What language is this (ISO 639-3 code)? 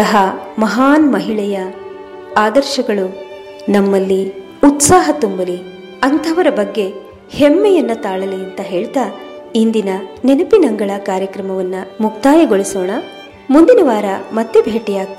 kan